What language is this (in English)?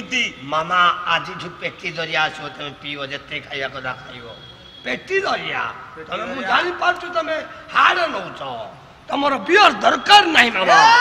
Odia